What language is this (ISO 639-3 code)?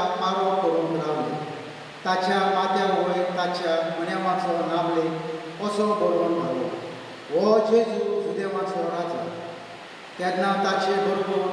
kok